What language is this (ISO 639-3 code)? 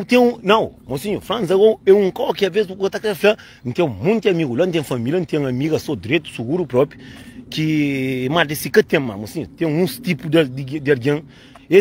kea